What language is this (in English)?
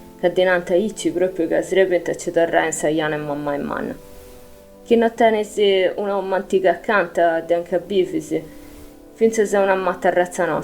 Sardinian